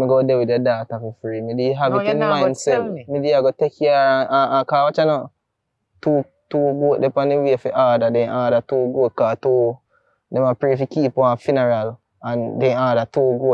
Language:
Jamaican Creole English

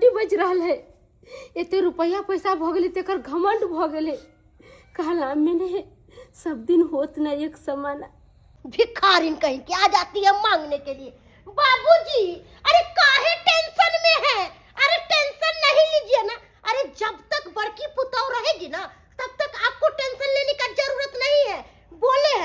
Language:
Maithili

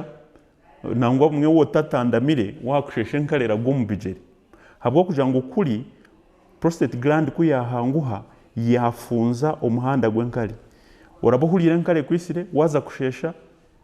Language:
Nyankole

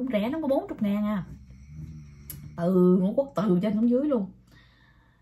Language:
Vietnamese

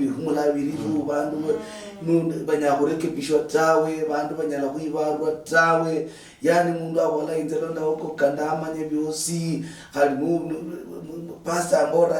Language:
Luyia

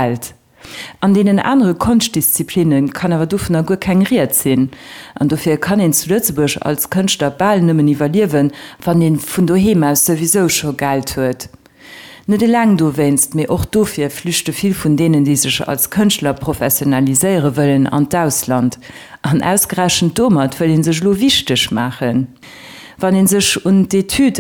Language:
Luxembourgish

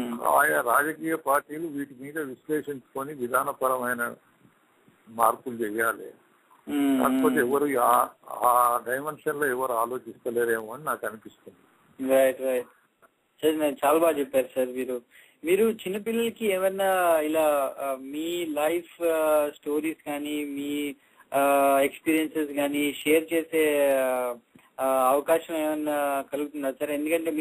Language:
Telugu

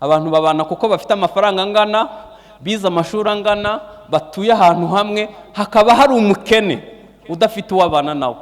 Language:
Kinyarwanda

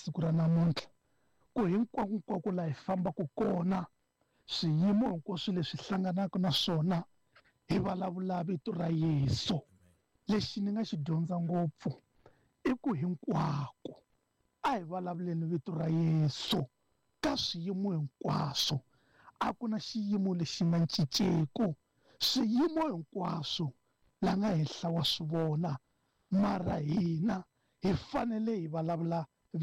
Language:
Tsonga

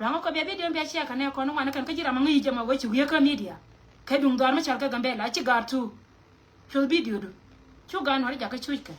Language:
Nuer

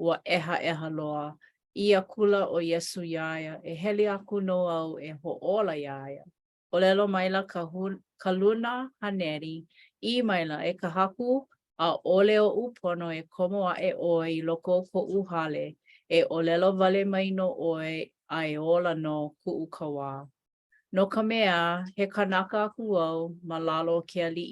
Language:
Hawaiian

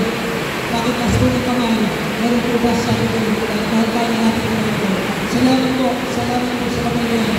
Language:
Filipino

